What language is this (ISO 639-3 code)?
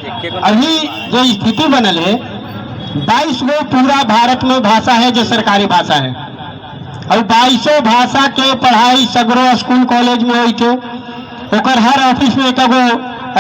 mag